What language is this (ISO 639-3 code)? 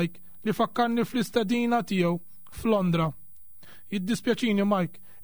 mlt